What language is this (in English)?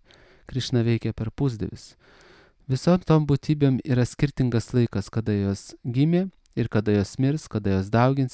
Lithuanian